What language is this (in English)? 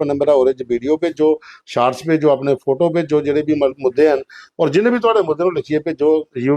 Dogri